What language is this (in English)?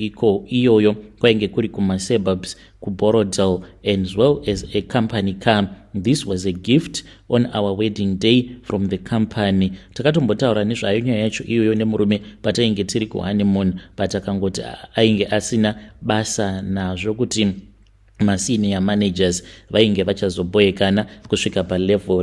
Shona